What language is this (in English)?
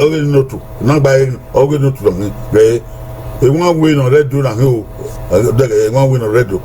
Bini